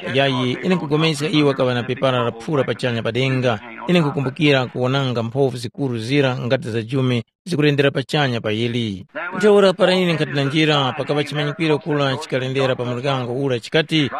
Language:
Tumbuka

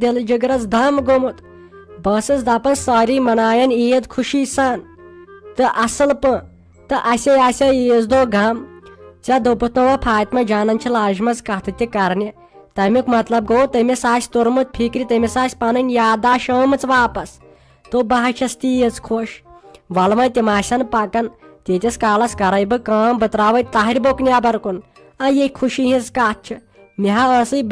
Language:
Kashmiri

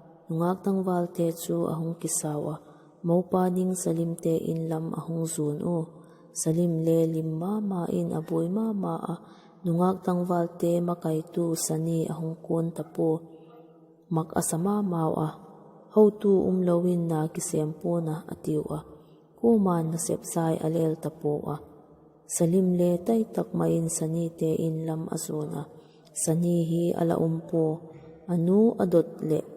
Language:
Vaiphei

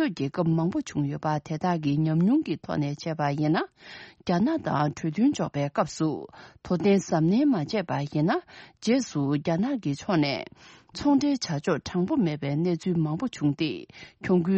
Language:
Tibetan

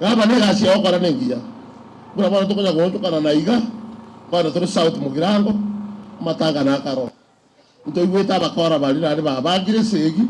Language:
Gusii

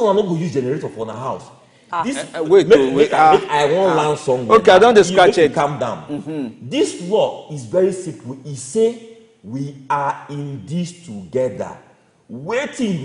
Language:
Nigerian Pidgin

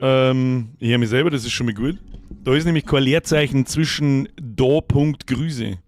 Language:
Bavarian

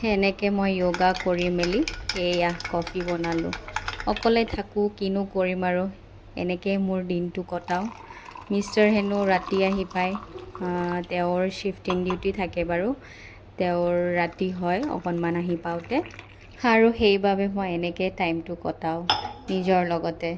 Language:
Assamese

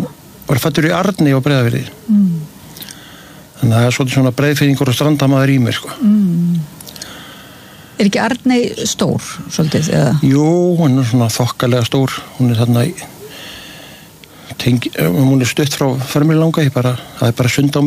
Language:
Icelandic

